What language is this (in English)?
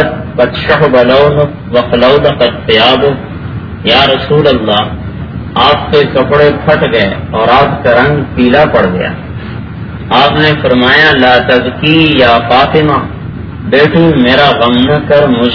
Urdu